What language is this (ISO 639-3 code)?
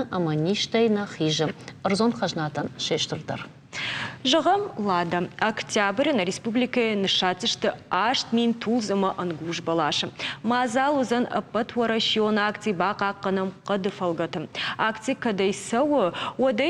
oss